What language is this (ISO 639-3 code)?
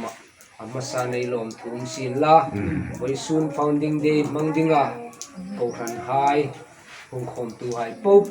hmr